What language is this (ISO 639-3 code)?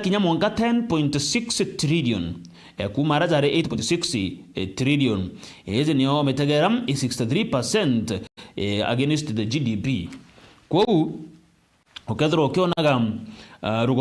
mer